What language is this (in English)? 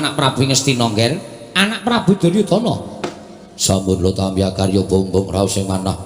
Javanese